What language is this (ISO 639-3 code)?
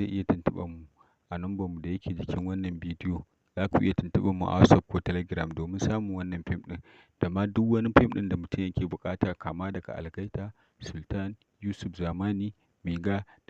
hau